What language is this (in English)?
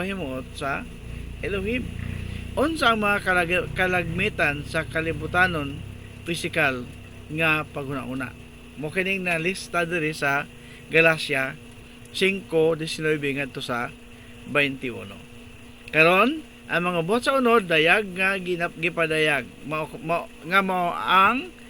Cebuano